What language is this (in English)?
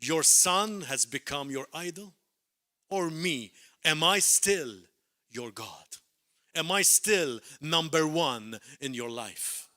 English